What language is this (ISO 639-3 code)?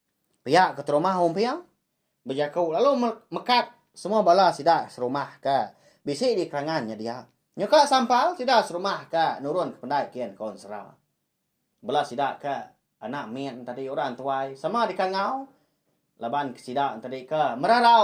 iba